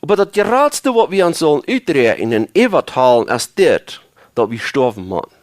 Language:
Plautdietsch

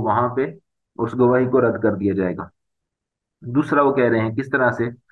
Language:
Urdu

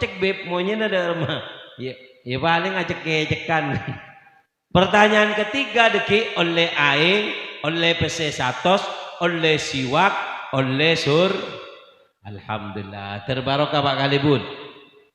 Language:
Madurese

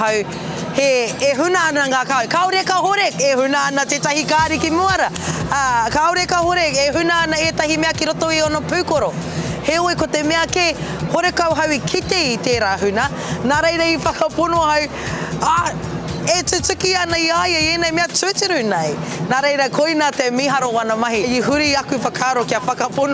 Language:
Māori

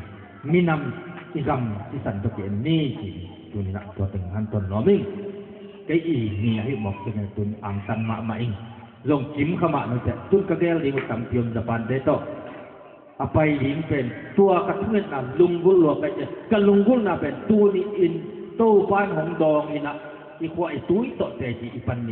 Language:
Tedim Chin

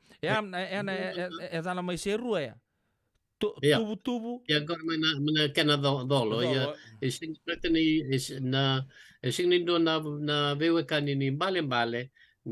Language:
Fijian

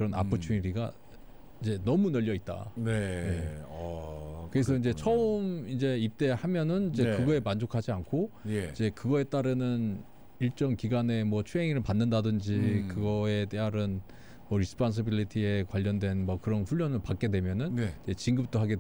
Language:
Korean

